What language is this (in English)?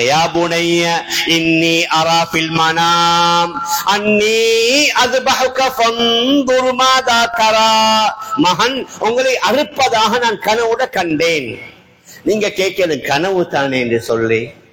Tamil